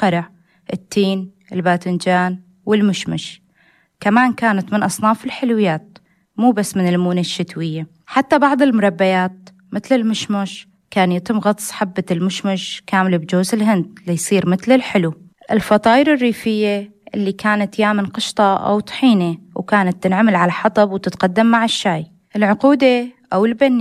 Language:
North Levantine Arabic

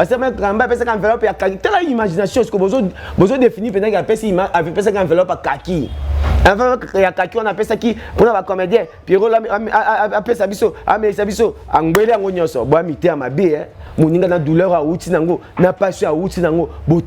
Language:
Lingala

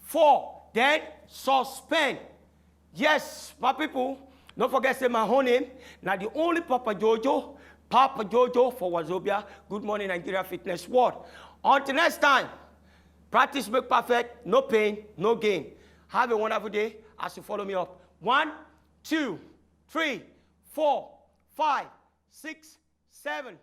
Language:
Nigerian Pidgin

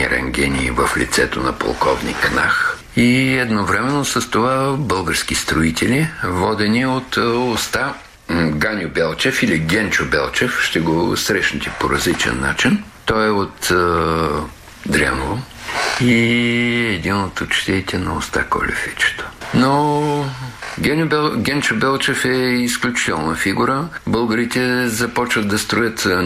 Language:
Bulgarian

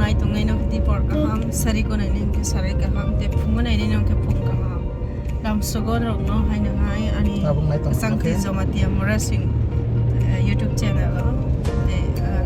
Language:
Kok Borok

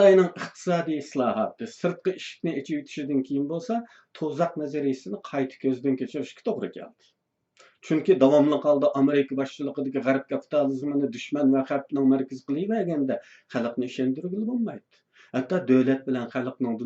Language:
Uyghur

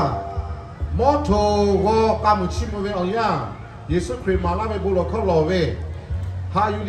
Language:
Lahu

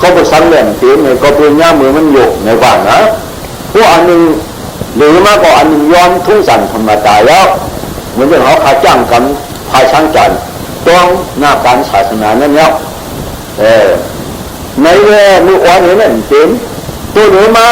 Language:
Shan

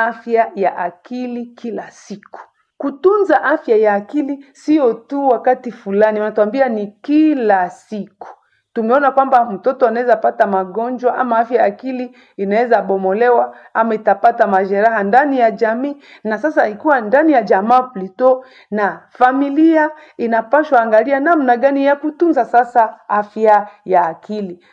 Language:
Swahili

